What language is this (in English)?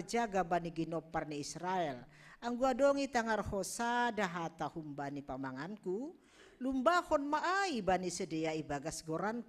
Batak Simalungun